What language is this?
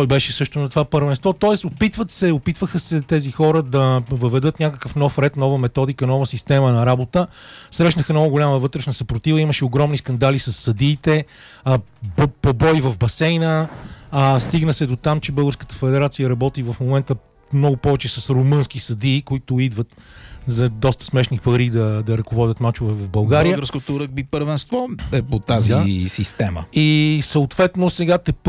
Bulgarian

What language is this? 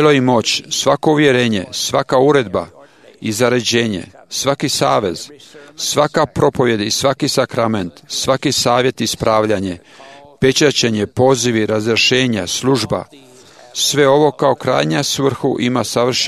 Croatian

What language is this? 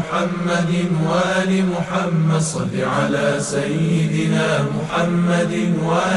Persian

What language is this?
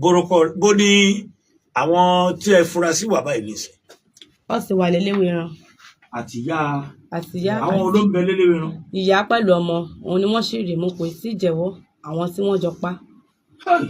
Yoruba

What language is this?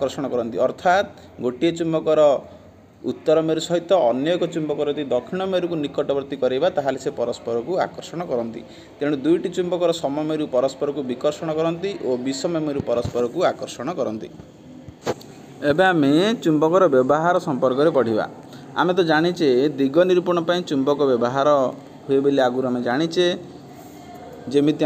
Odia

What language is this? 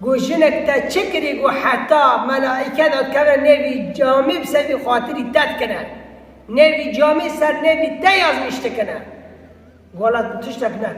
Kurdish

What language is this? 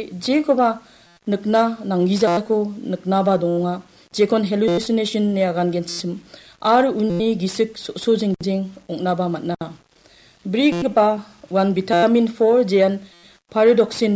Garo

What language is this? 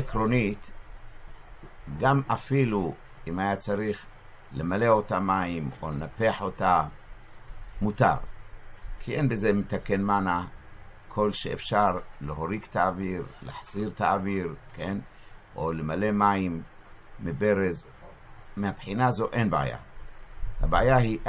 Hebrew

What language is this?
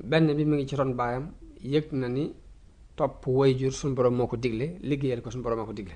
Wolof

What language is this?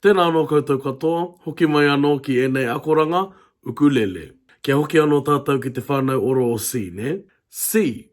Māori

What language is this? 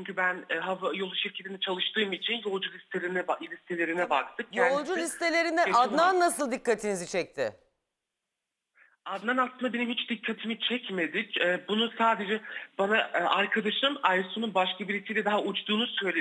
Turkish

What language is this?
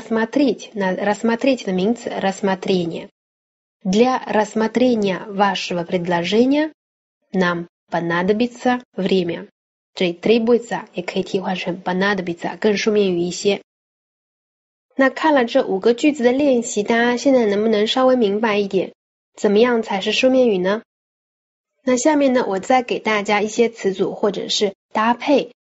Chinese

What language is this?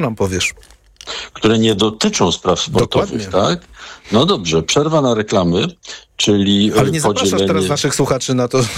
Polish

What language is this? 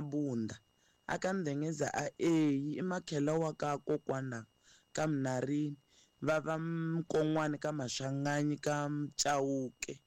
Tsonga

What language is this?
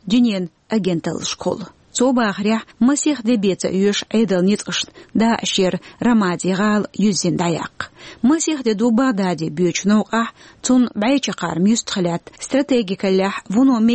Chechen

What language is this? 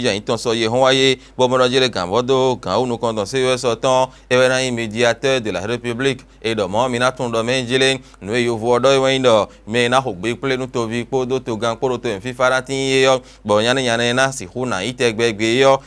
Fon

